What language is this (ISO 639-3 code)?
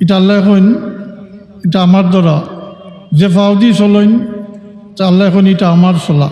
syl